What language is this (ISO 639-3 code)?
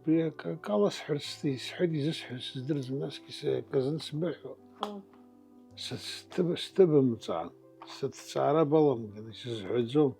abk